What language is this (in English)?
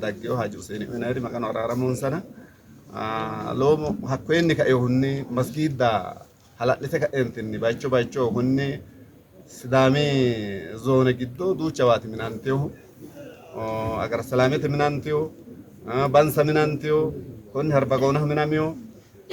Sidamo